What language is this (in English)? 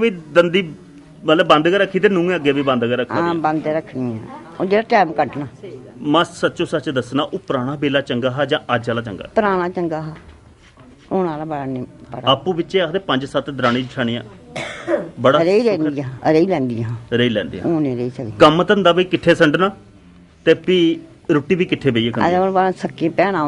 Dogri